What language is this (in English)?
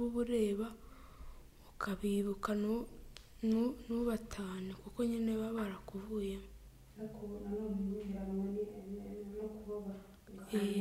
Kinyarwanda